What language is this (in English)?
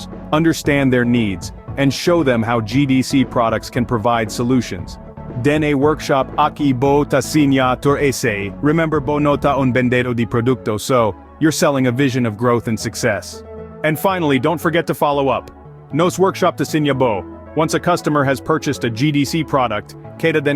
Papiamento